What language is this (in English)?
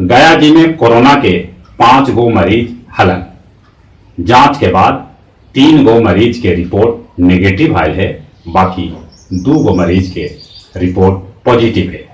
Magahi